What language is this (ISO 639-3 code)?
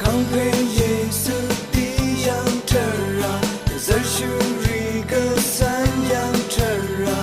raw